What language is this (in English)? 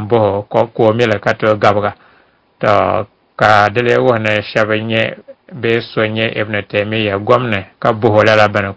Dagbani